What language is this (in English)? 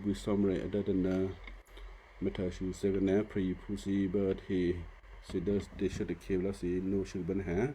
Western Kayah